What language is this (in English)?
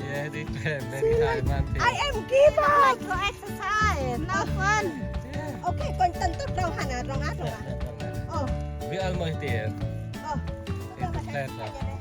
Central Mnong